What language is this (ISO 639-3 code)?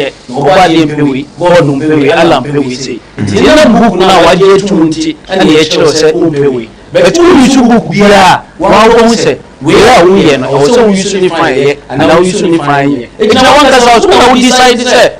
aka